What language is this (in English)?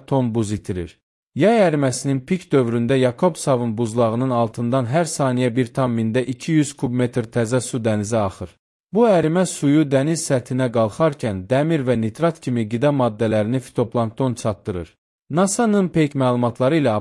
Azerbaijani